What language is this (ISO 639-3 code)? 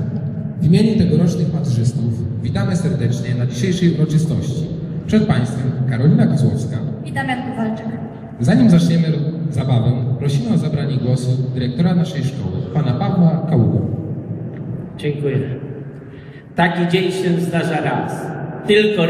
pol